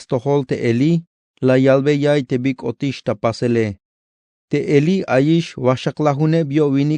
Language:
Tzeltal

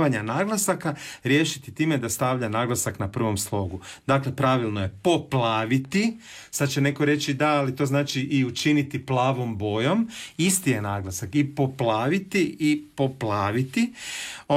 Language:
Croatian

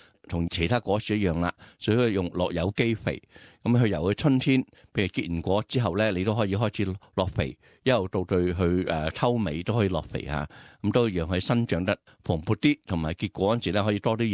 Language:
Cantonese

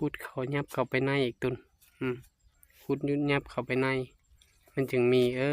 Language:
Lao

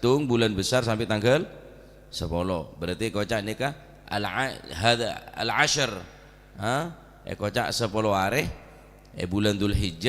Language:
Madurese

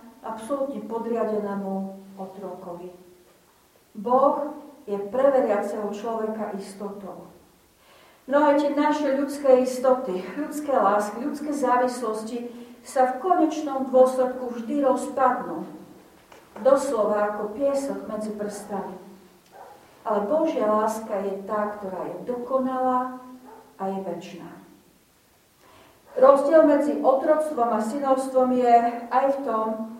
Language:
Slovak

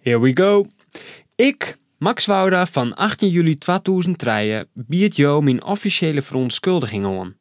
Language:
Western Frisian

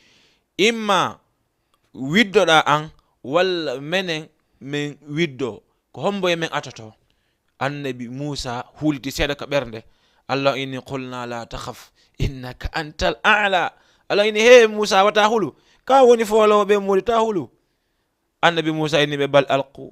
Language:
Fula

